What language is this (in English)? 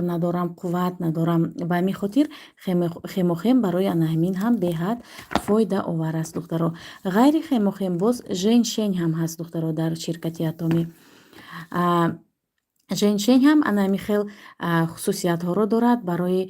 Tajik